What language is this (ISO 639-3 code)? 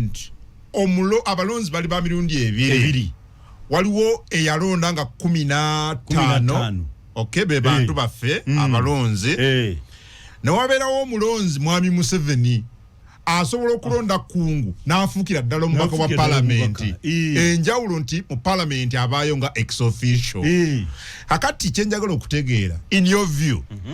lug